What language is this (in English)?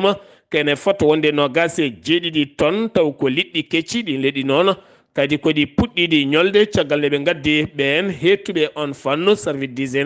Fula